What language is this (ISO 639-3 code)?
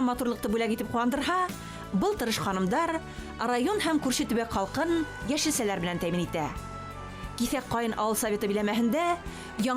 bak